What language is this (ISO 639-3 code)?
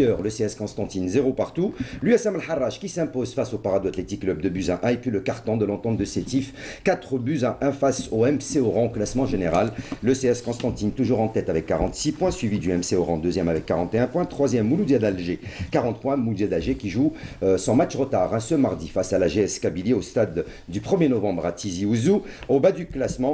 fra